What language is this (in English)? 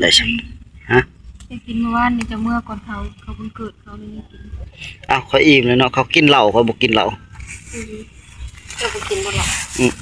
Northeastern Thai